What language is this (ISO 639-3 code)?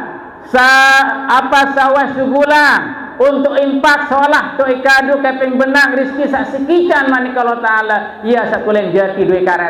sas